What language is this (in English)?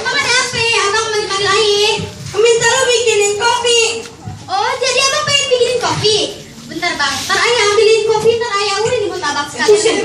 Betawi